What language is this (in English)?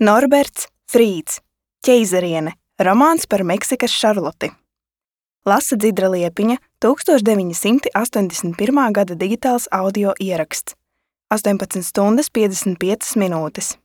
Latvian